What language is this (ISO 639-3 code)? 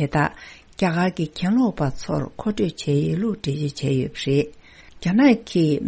bod